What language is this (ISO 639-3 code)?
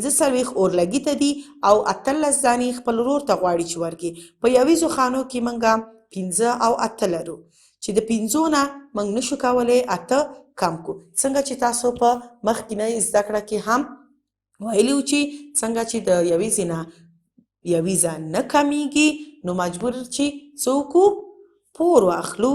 pus